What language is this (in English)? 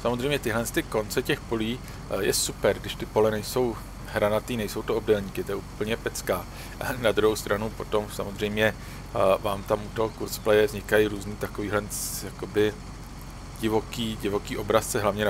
Czech